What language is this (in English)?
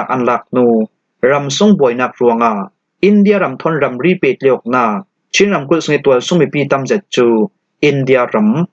Falam Chin